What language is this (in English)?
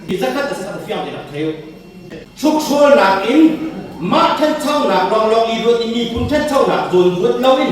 Hakha Chin